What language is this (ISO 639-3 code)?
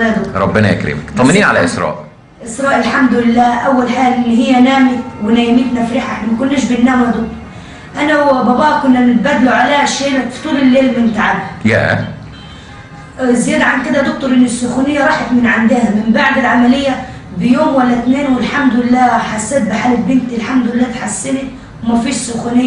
arz